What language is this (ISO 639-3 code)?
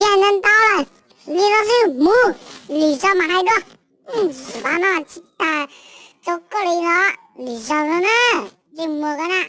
hmn